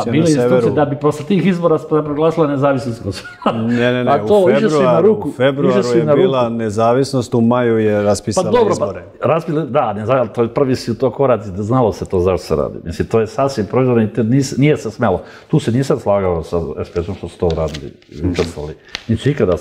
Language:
Serbian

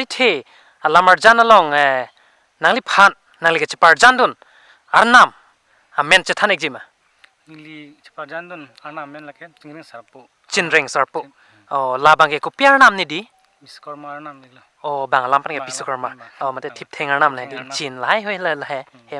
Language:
Karbi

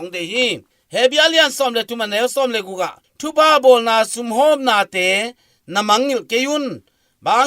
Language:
Tedim Chin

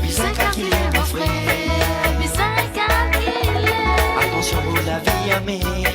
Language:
Morisyen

